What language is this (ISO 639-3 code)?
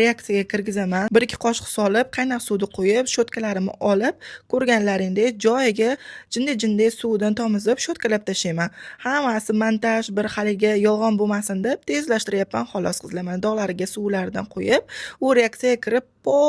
uzb